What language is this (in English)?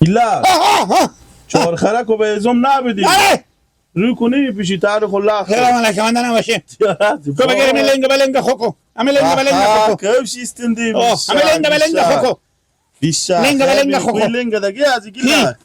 Persian